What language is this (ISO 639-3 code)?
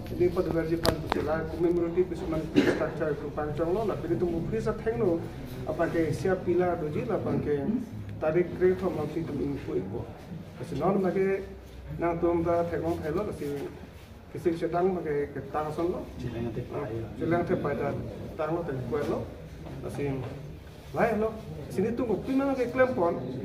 mjw